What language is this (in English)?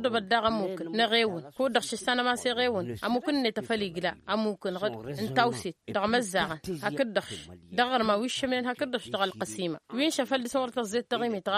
Tamasheq